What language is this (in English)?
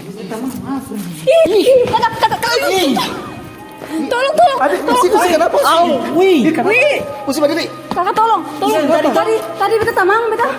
Ambonese Malay